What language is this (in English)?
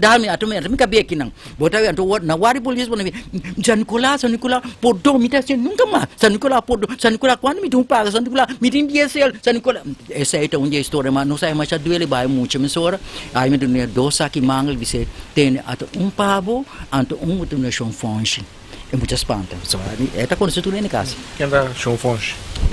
Papiamento